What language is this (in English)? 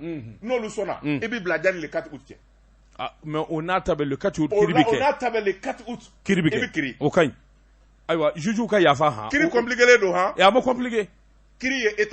Bambara